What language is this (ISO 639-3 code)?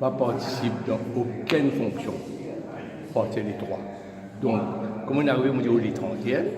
mfe